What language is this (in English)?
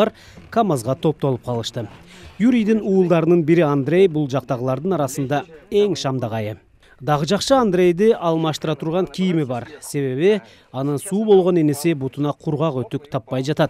Kyrgyz